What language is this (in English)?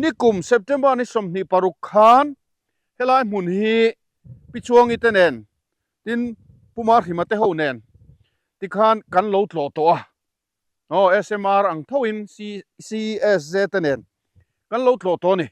Mizo